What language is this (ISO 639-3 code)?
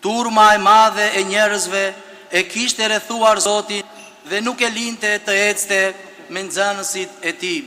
sqi